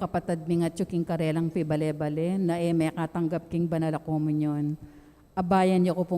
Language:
Pampanga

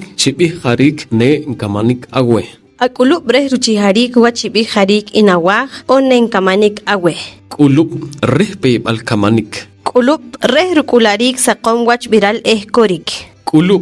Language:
Poqomchi'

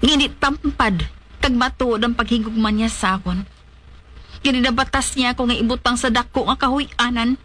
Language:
Hiligaynon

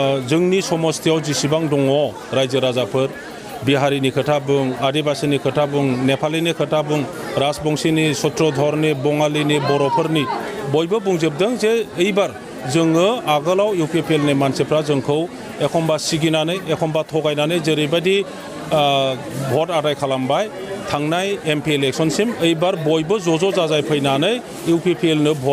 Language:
Bodo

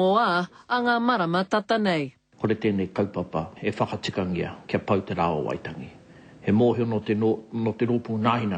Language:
Māori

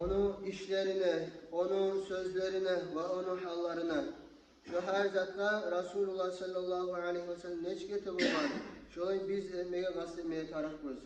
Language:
Kumyk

